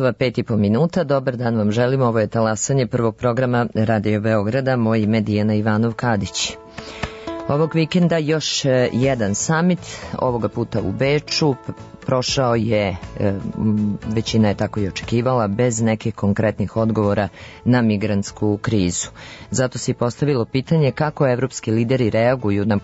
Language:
Serbian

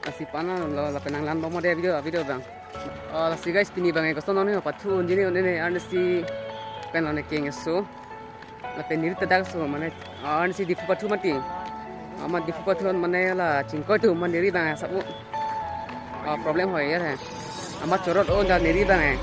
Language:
Karbi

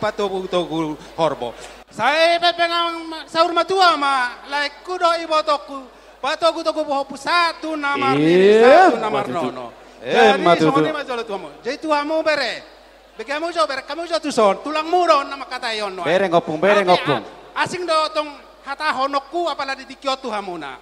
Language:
Batak Toba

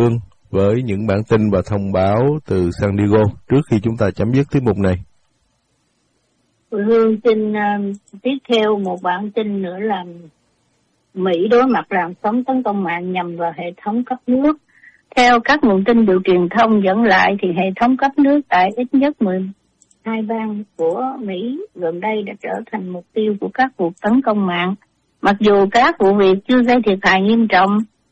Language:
Vietnamese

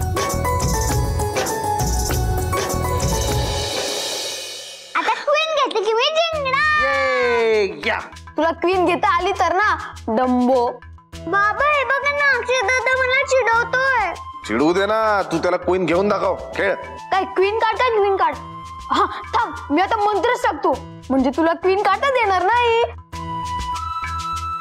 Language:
Marathi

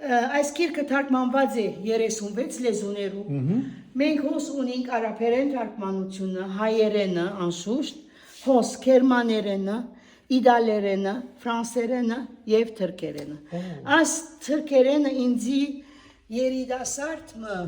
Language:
Western Armenian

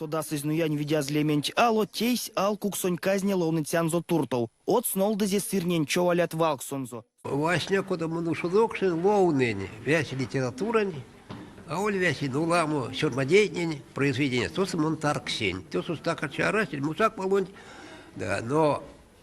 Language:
Erzya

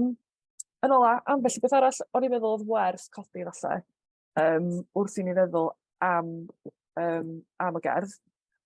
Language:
Welsh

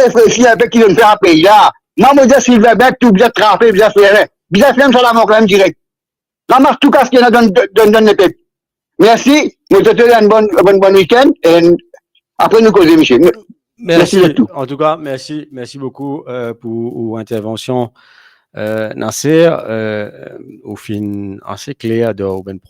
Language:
Morisyen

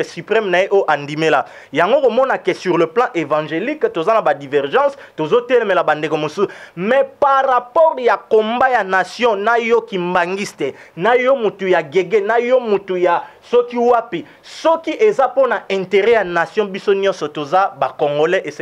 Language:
Lingala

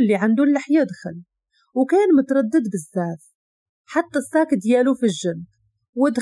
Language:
Moroccan Arabic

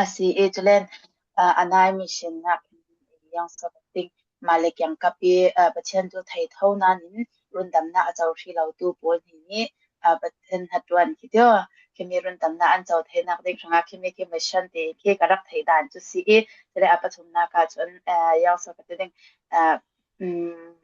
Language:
Falam Chin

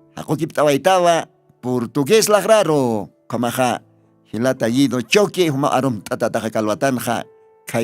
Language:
Aymara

